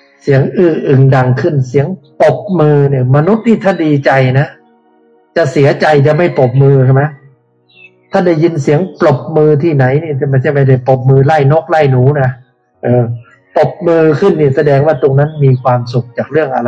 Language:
Thai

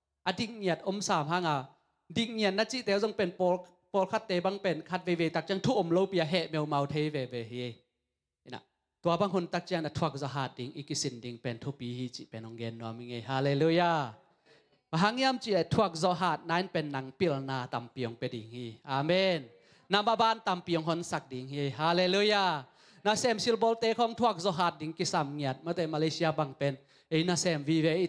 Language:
Tedim Chin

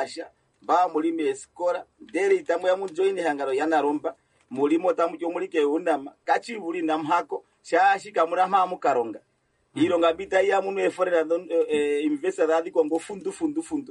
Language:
Kuanyama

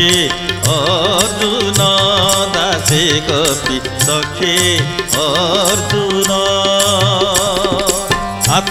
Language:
Odia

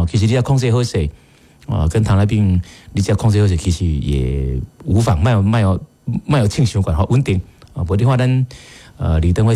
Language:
Min Nan Chinese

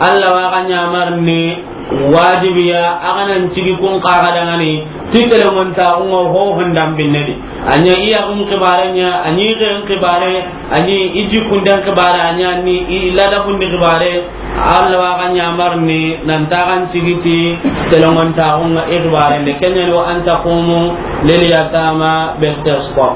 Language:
Soninke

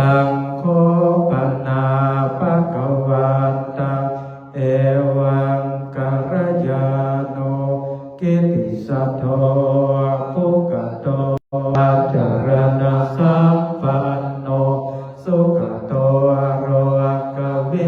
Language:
Pali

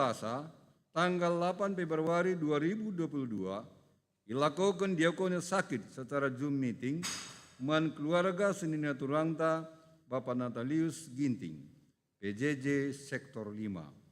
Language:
Batak Karo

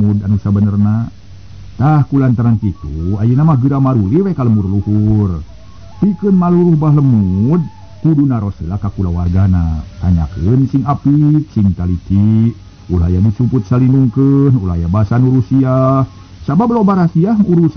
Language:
Sundanese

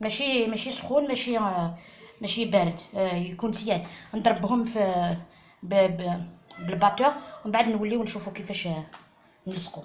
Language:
Algerian Arabic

